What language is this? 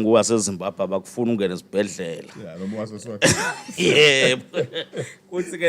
Swati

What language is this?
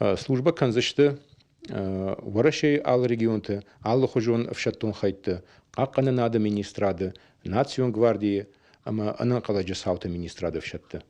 Ossetic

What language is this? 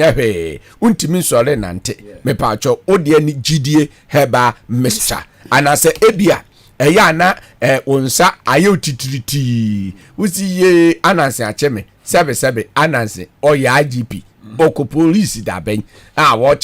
Akan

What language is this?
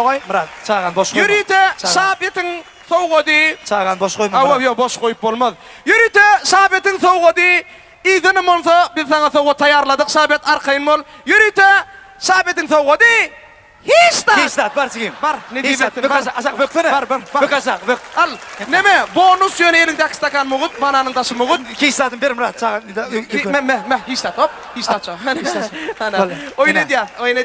Turkmen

